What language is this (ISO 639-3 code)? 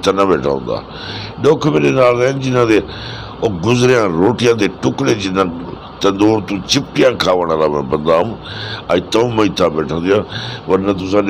skr